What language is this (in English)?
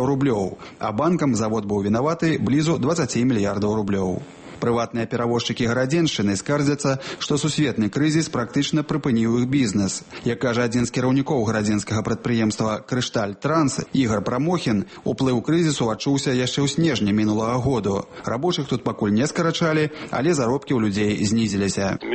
Belarusian